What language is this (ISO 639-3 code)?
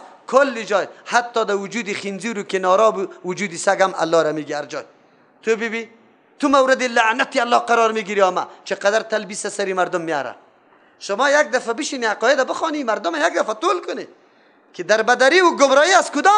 fas